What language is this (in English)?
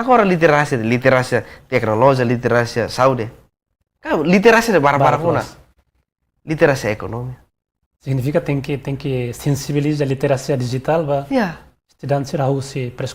Tetum